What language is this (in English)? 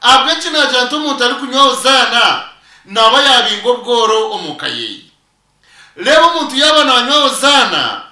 Nyankole